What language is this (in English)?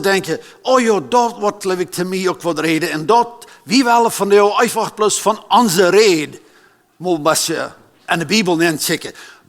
Plautdietsch